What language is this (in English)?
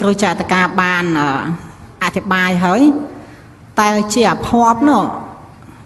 Khmer